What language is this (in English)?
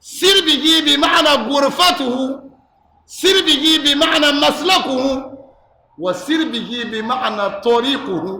Dagbani